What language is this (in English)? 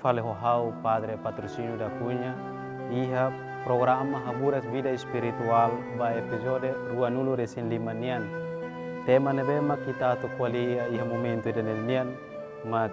Tetum